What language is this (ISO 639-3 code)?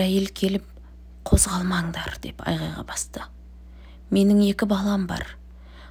kaz